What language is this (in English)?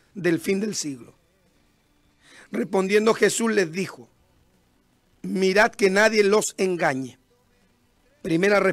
Spanish